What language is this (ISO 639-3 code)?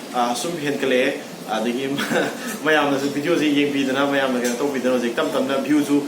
mni